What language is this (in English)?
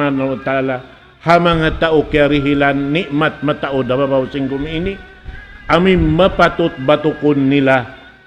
Tausug